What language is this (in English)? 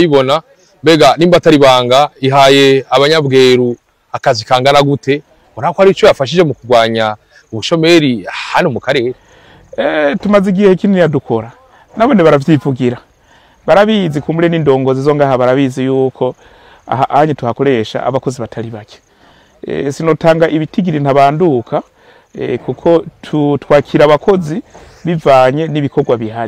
Rundi